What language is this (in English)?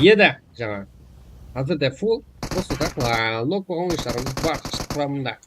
Kara-Kalpak